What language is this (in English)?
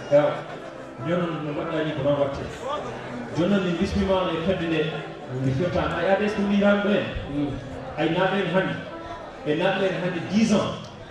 Fula